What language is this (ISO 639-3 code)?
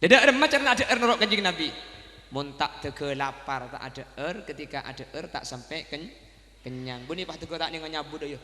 mad